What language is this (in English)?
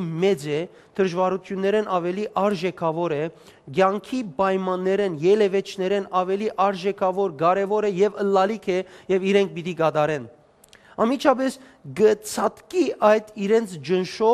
Western Armenian